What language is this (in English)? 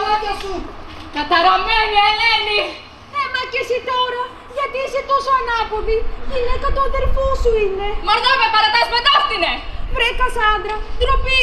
Greek